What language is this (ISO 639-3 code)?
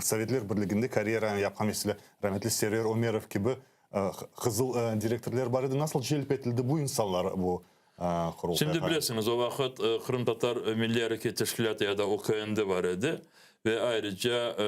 crh